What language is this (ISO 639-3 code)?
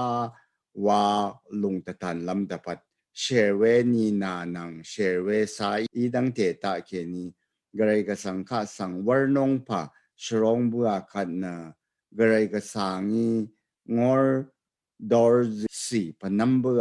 raw